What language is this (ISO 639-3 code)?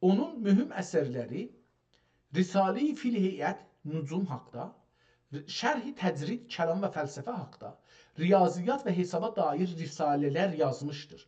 azb